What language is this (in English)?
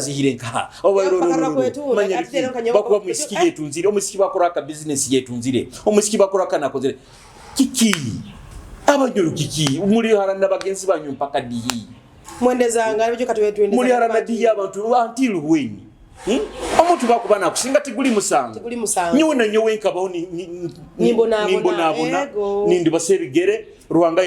Nyoro